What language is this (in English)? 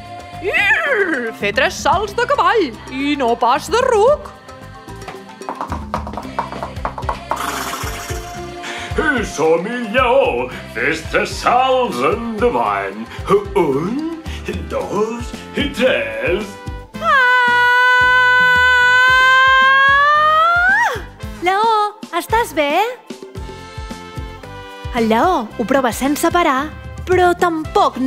Catalan